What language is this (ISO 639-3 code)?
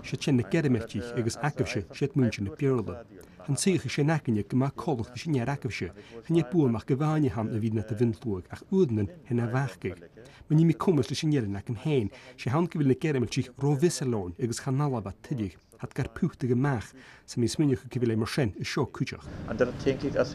gla